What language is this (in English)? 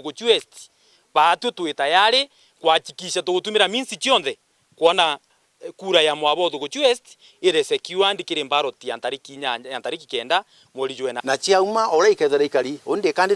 Meru